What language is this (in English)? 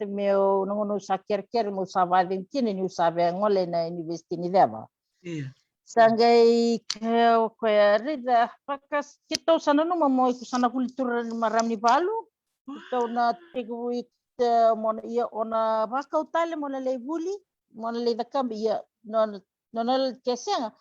Fijian